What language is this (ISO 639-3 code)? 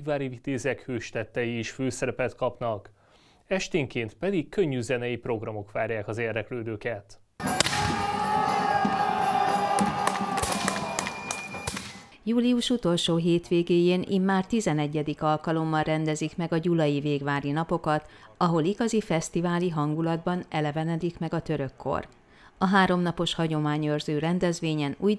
hun